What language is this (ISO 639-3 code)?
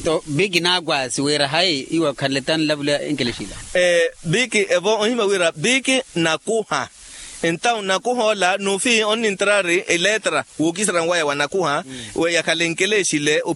vmw